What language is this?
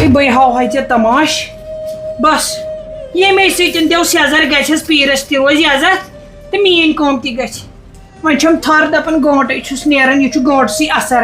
Kashmiri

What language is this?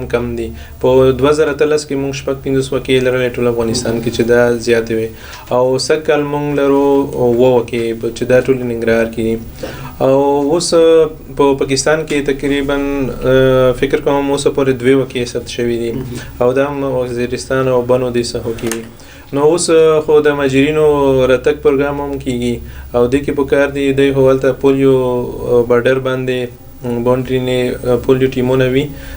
Pashto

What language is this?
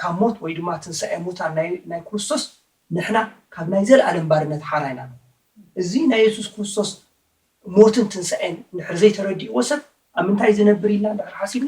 Tigrinya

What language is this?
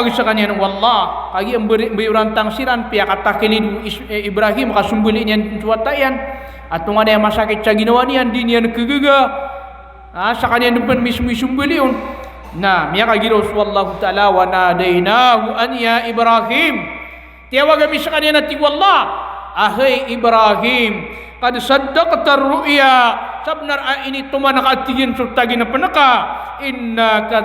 Maranao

